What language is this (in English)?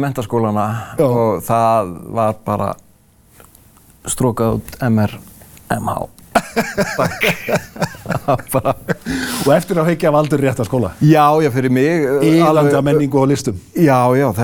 Icelandic